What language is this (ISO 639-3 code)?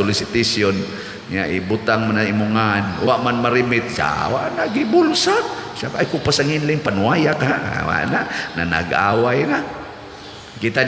ceb